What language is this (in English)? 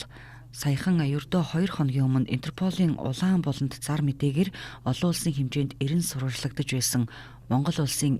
Mongolian